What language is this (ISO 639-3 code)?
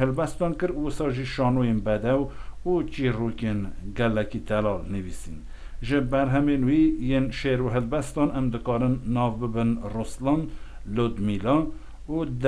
kur